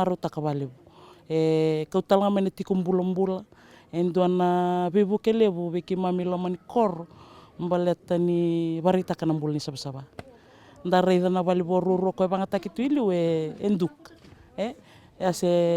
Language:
Fijian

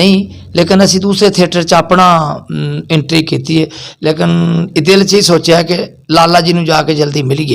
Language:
Western Panjabi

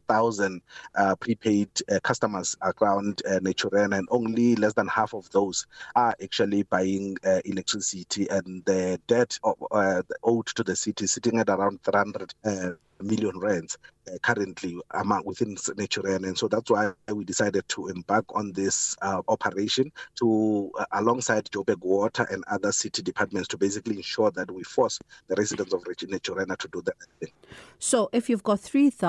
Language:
English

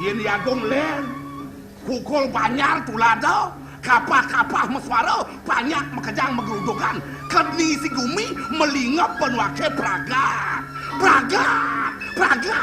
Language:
Balinese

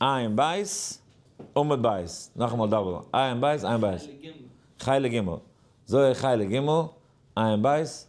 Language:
Yiddish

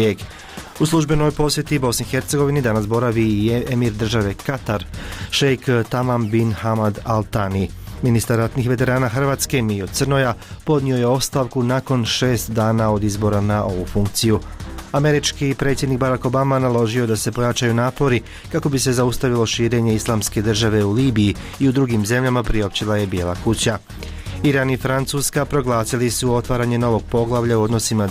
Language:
Bosnian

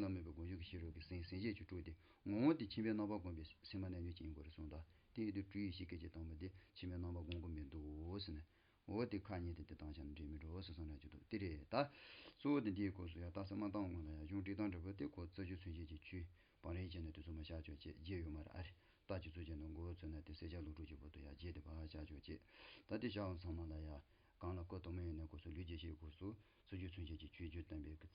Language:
Tibetan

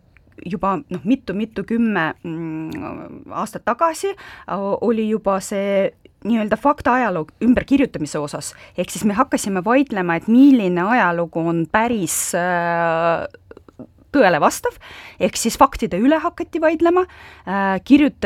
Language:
Estonian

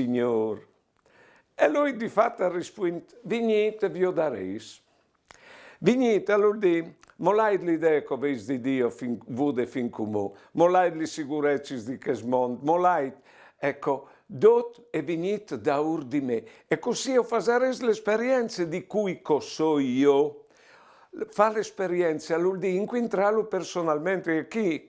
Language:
Friulian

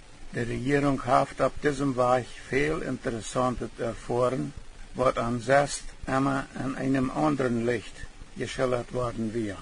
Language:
Plautdietsch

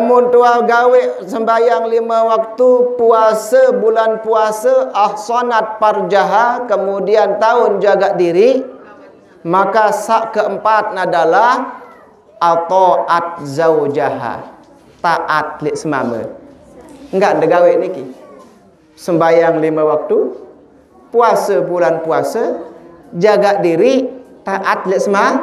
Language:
Sasak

